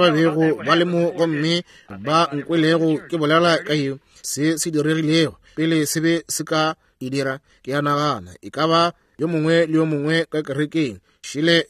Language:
Northern Sotho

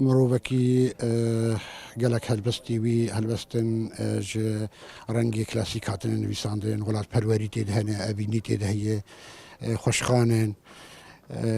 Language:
Kurdish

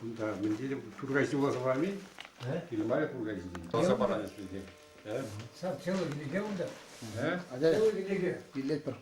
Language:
Chuvash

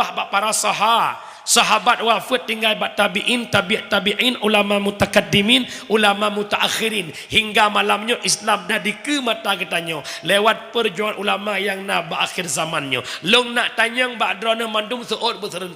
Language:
Achinese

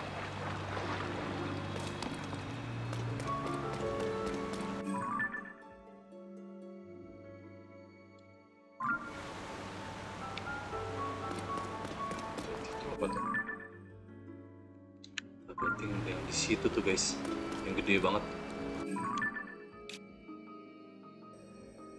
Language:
Indonesian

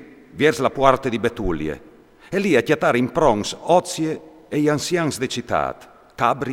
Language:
Friulian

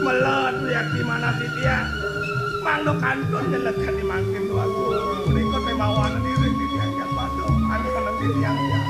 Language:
Balinese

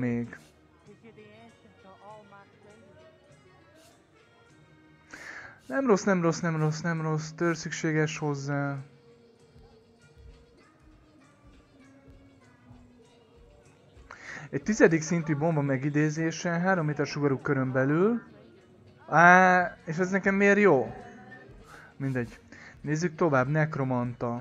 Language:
Hungarian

